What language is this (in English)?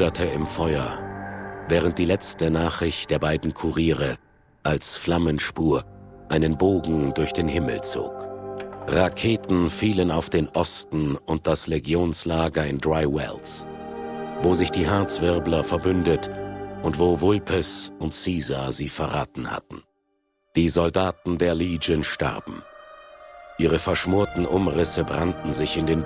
Bavarian